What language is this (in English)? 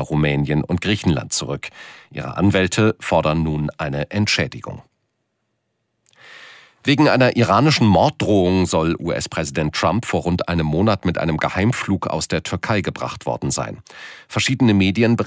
German